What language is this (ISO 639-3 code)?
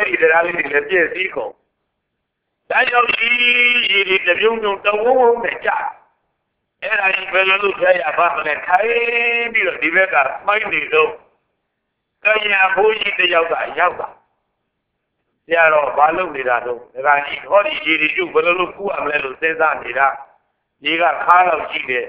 mya